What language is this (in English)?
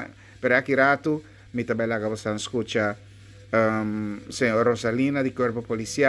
Papiamento